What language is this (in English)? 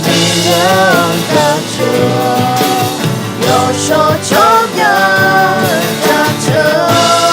Akha